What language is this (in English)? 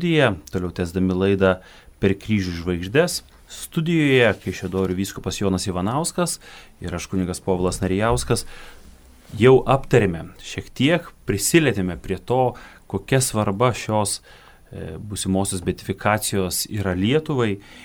Lithuanian